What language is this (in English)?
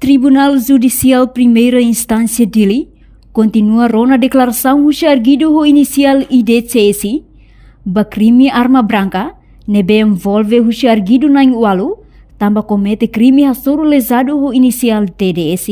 Tetum